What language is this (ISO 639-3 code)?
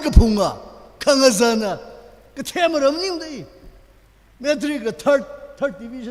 nmf